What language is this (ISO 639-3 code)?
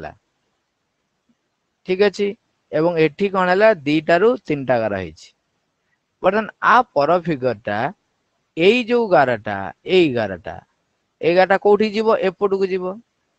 ori